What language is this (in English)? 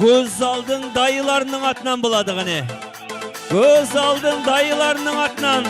Kara-Kalpak